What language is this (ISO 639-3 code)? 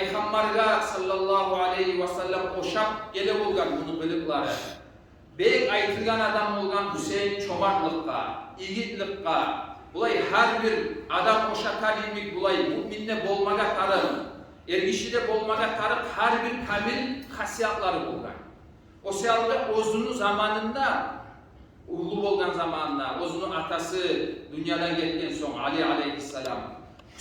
kum